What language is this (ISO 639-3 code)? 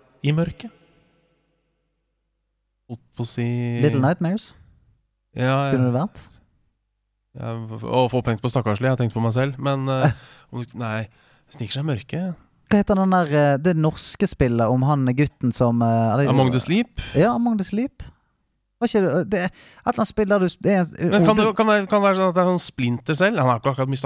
nor